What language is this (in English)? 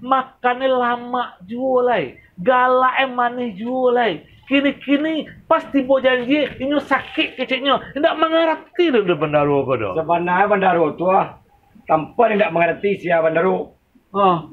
Minangkabau